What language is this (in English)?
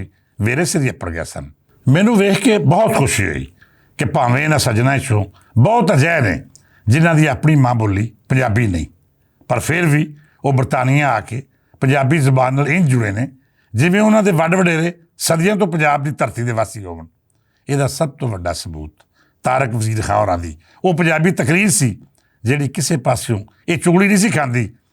Western Panjabi